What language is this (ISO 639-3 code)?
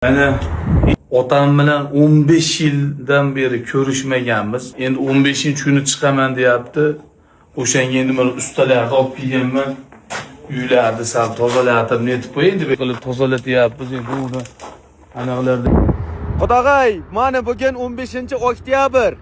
uzb